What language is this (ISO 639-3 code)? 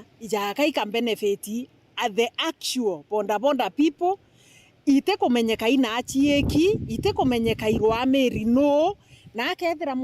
mer